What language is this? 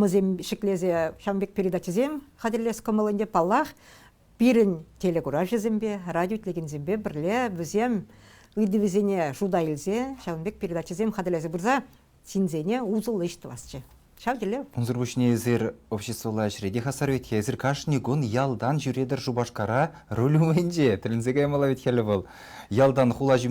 Chuvash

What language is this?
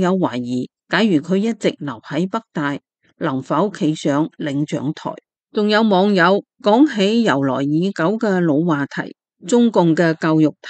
Cantonese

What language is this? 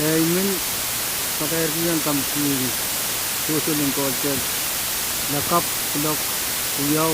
Pohnpeian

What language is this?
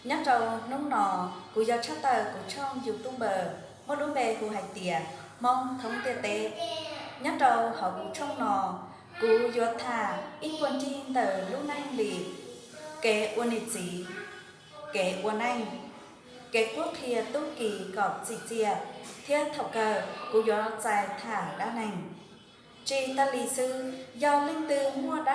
Hmong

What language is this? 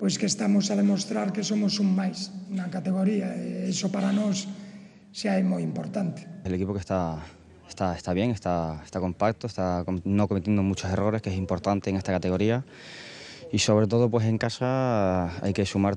Galician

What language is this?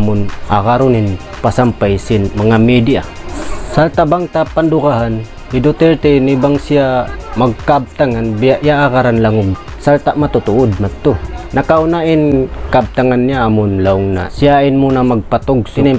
Tausug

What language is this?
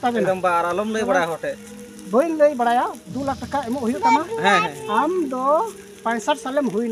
Santali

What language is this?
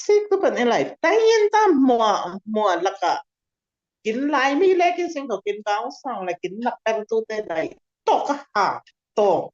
Falam Chin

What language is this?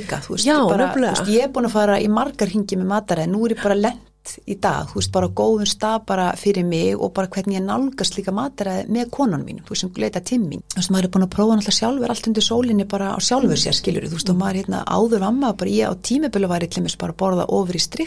Icelandic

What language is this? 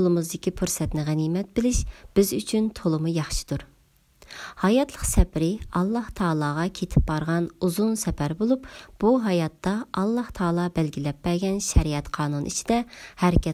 Uyghur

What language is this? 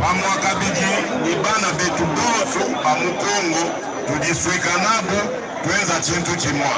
Luba-Lulua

